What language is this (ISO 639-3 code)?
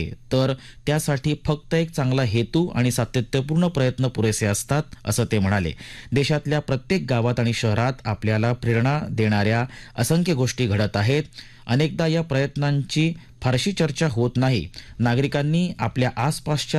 mar